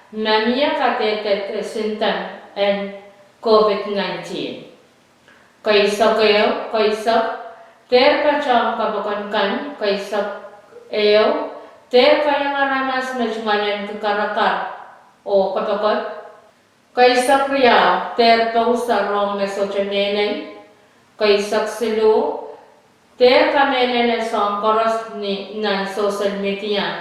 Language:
Pohnpeian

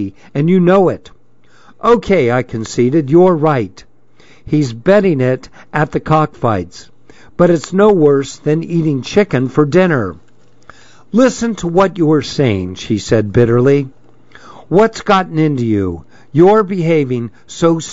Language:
English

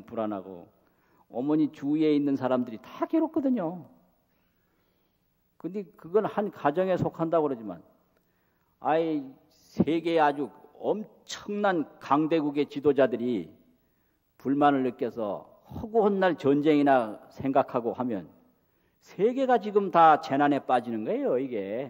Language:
Korean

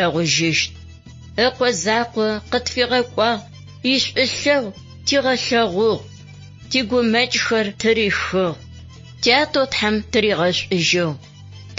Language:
Adyghe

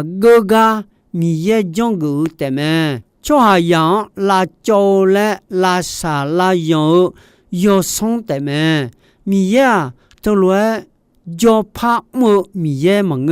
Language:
Akha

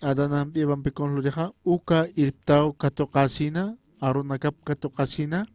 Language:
Aymara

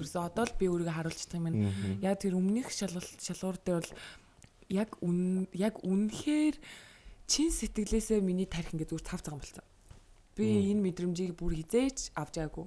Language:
Mongolian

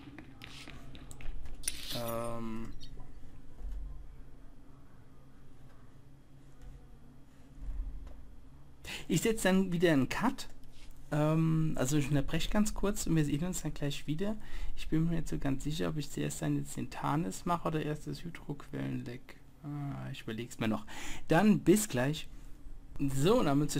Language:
German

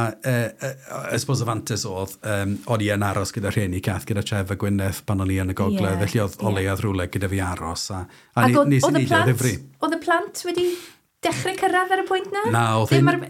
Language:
Welsh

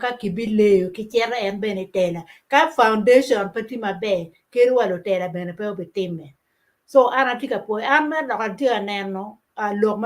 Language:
Acoli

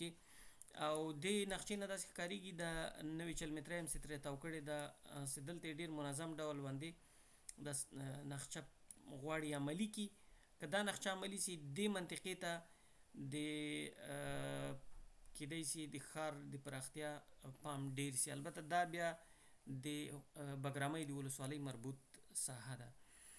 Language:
Pashto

